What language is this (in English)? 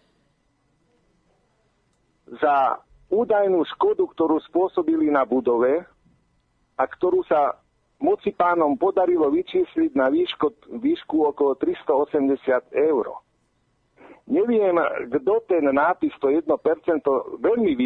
Slovak